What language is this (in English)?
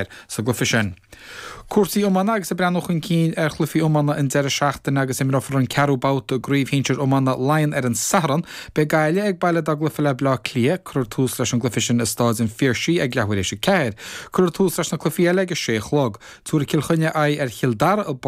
Irish